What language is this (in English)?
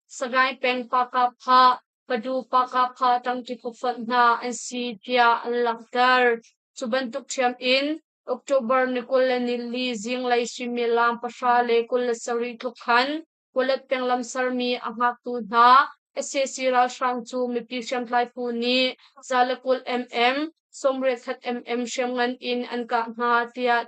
Hakha Chin